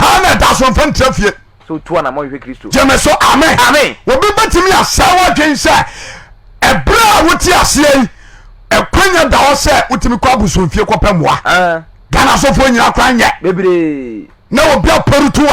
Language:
Akan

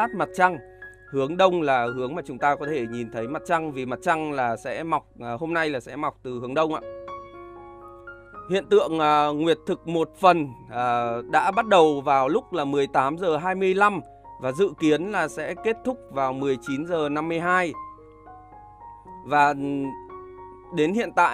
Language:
Vietnamese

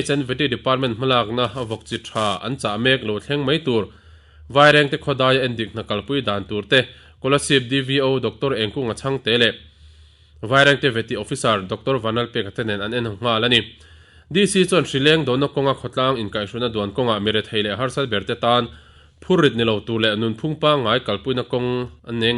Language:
Mizo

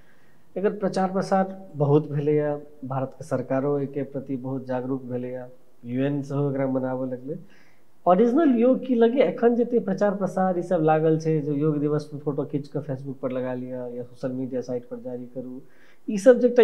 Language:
Maithili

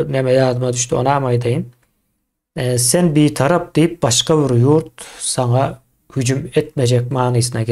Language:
Turkmen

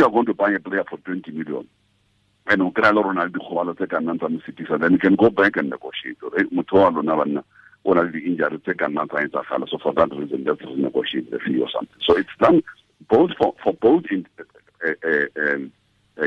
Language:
Tswana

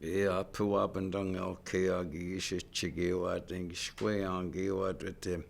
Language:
Chippewa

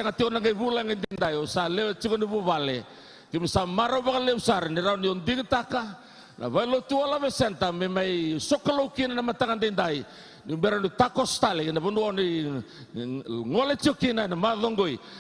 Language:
Fijian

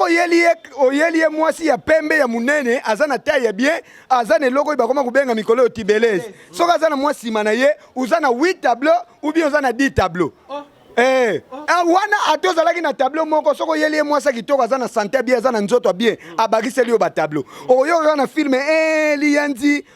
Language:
Lingala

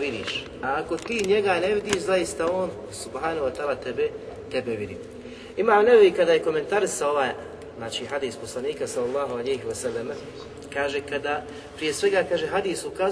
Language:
Bosnian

